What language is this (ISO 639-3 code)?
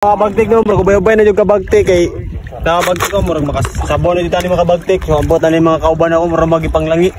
ceb